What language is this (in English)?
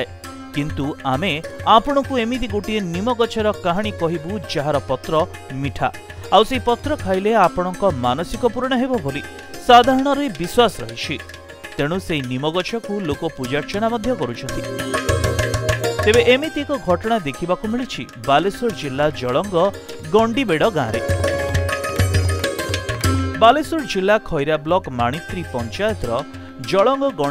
Odia